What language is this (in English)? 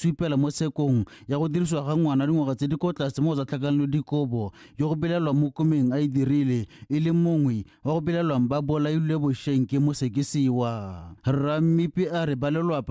Tswana